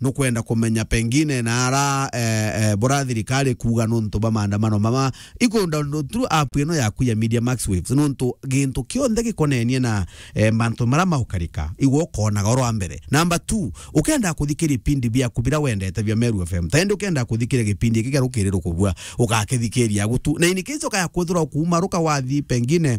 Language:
Meru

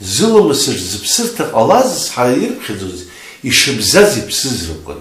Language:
Abkhazian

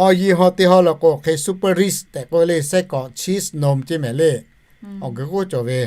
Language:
Lahu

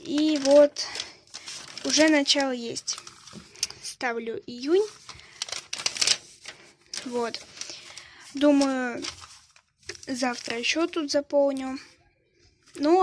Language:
Russian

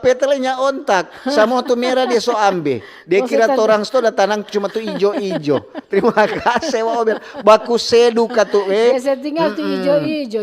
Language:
Manado Malay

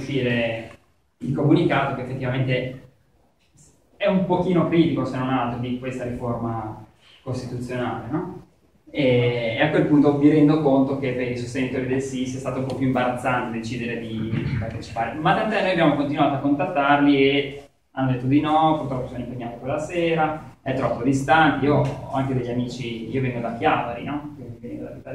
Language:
Italian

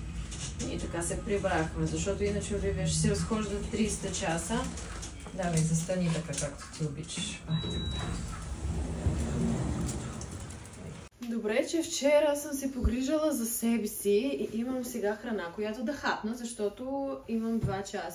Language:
Bulgarian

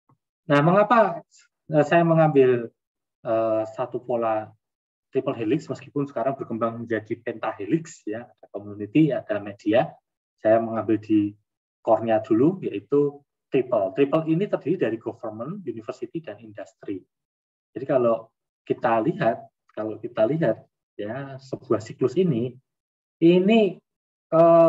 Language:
Indonesian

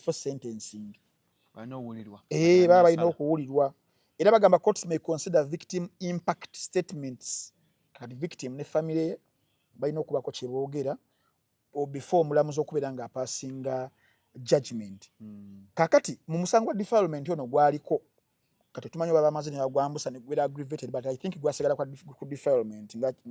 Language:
Ganda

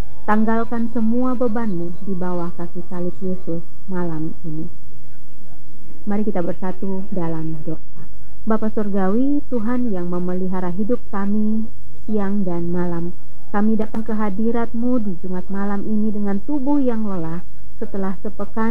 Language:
Indonesian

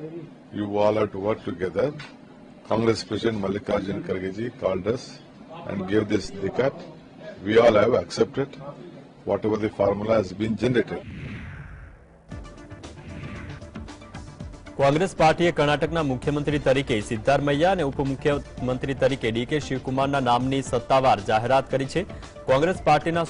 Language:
Gujarati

